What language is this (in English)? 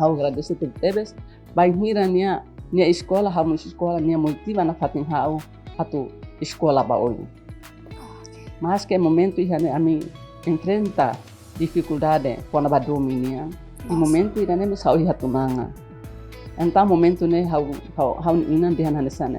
Tetum